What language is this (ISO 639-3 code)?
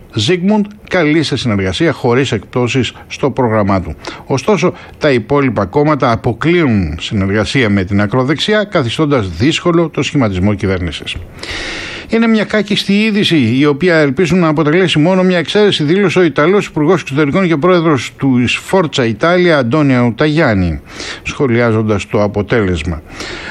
ell